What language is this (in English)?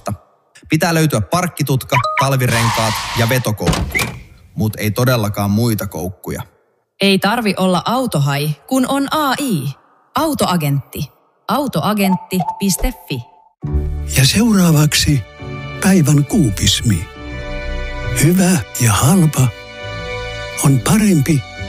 Finnish